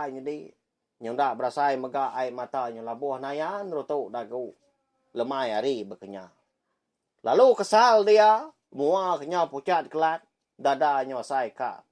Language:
Iban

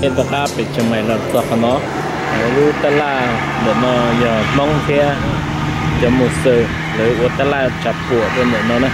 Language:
Hmong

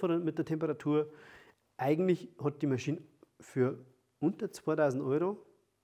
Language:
German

